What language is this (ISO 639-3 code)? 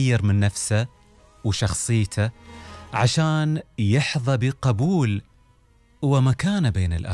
afb